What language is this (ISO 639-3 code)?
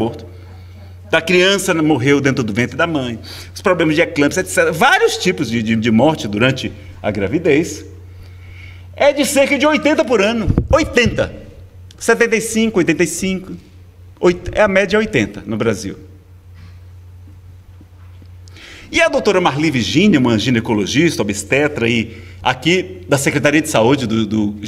por